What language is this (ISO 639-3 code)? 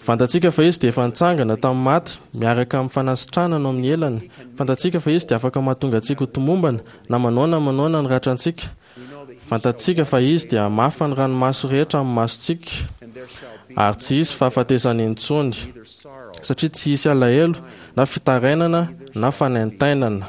mlg